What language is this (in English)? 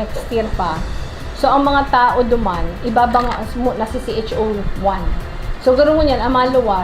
Bikol